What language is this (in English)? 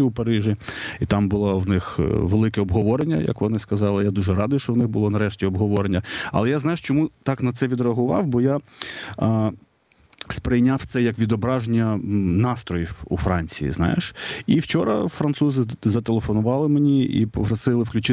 Ukrainian